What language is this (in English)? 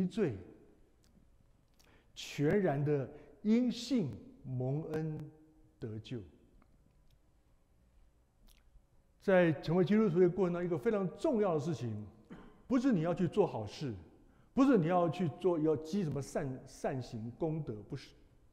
Chinese